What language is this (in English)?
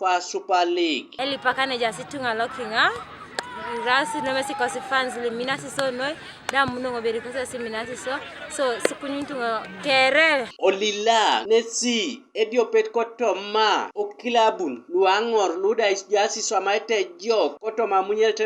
Teso